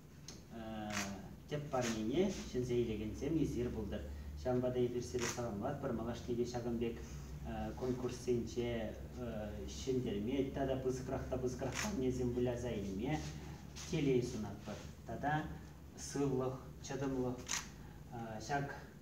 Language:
Chuvash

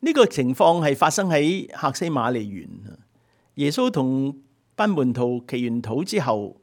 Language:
Cantonese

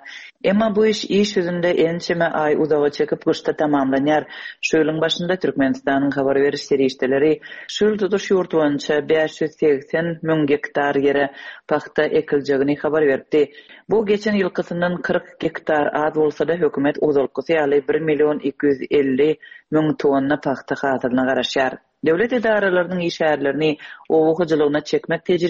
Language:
Turkmen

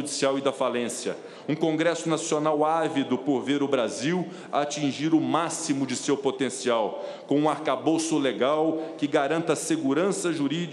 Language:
Portuguese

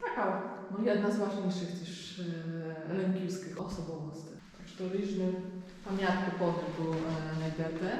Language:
Rusyn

